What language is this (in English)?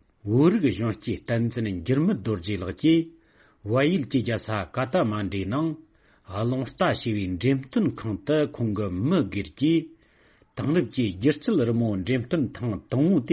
Tibetan